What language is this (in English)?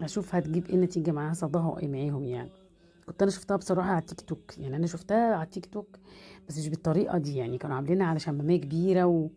Egyptian Arabic